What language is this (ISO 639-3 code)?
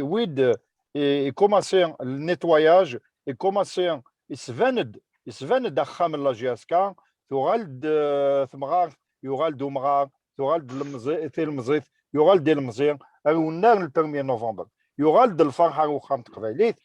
kab